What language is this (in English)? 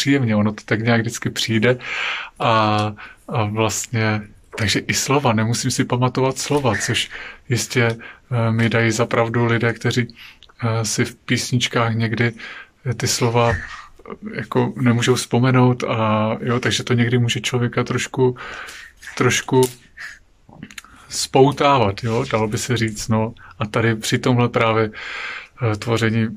Czech